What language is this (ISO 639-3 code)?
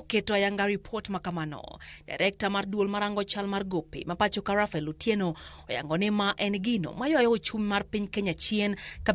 luo